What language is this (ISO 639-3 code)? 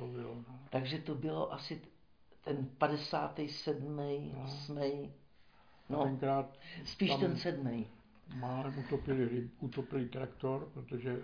ces